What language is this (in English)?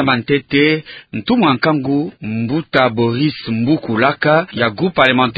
Kituba (Democratic Republic of Congo)